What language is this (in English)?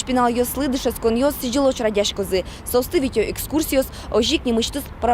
Udmurt